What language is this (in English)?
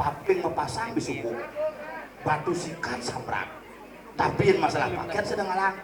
Balinese